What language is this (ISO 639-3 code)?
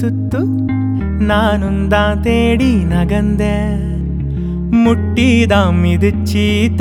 tam